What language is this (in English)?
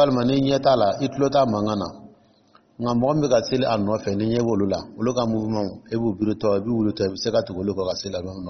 Dyula